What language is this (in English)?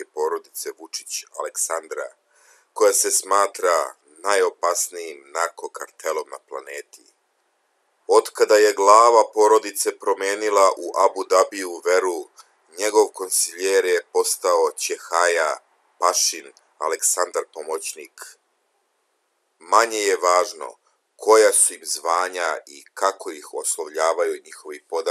Serbian